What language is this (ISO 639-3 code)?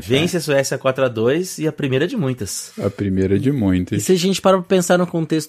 por